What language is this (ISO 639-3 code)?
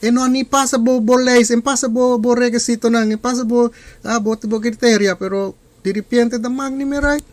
pap